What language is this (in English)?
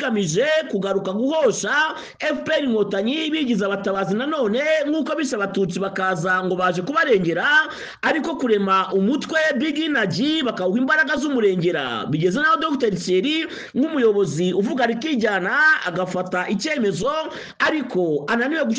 Kinyarwanda